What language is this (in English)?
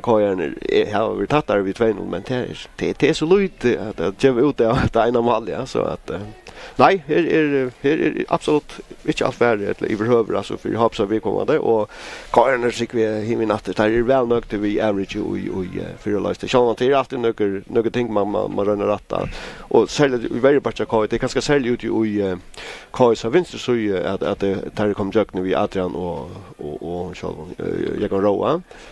Faroese